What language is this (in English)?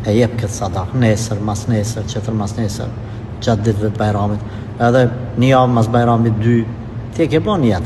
Albanian